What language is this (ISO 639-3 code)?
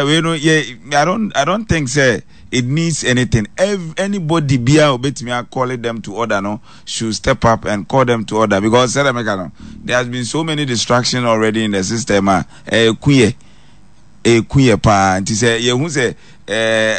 aka